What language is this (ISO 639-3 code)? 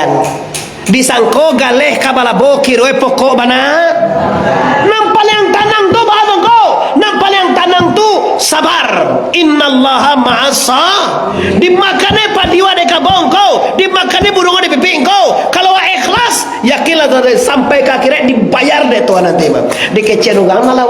min